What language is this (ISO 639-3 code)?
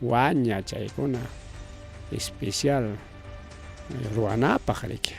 quy